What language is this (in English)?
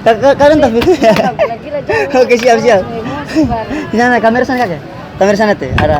Ambonese Malay